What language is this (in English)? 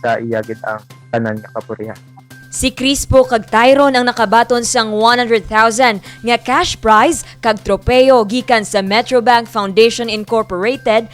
Hiligaynon